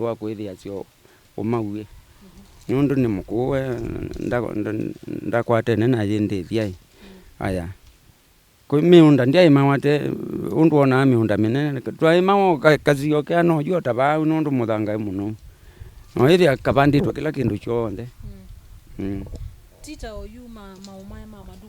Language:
Kamba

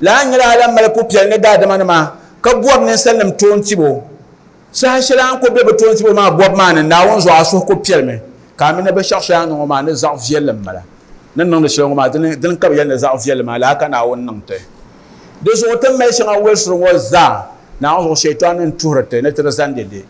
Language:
Dagbani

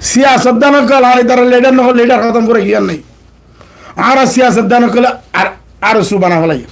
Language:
Rohingya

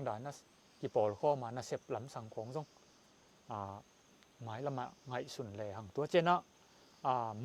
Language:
Tedim Chin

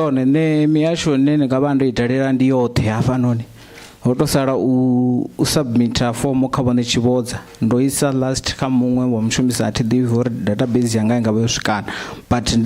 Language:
Venda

